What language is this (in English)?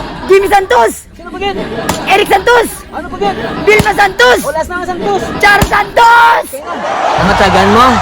Hiligaynon